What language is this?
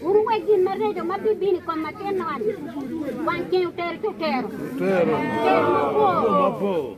Acoli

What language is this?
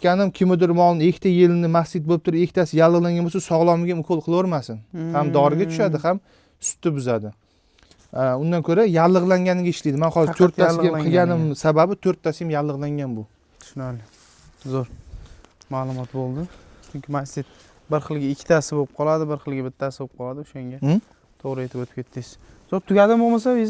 Uzbek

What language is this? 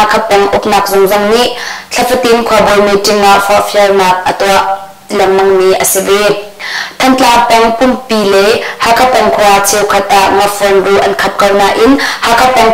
Hakha Chin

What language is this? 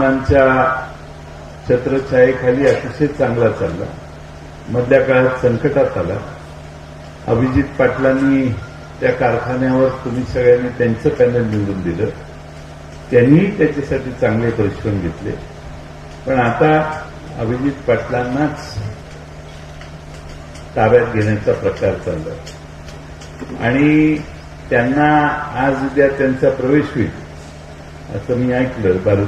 Marathi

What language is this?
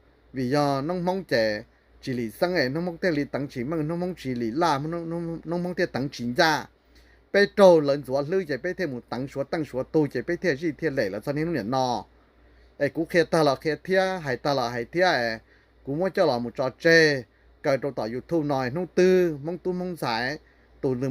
Hmong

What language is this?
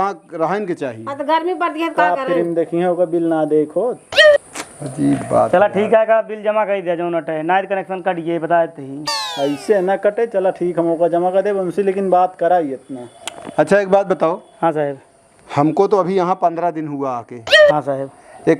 Awadhi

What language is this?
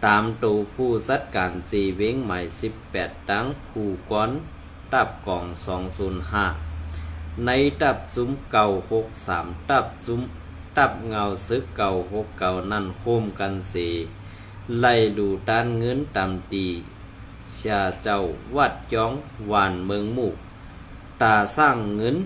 Shan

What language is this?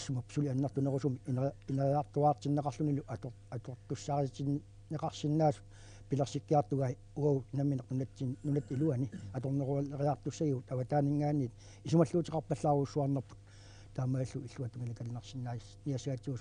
Kalaallisut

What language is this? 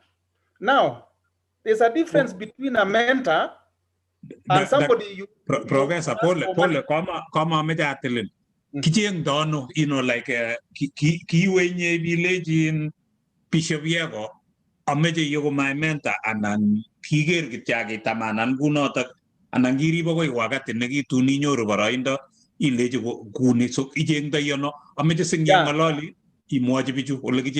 Kalenjin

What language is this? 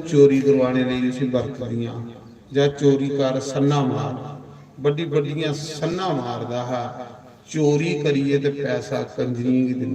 Dogri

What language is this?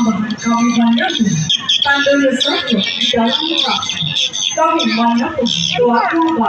Minangkabau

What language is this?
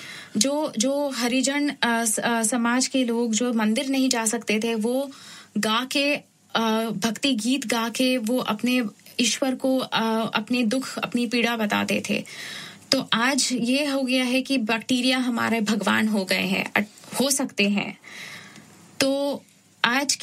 Hindi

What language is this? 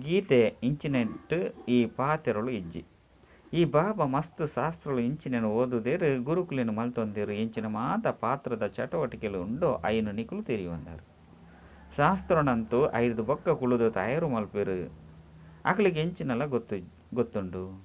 Tulu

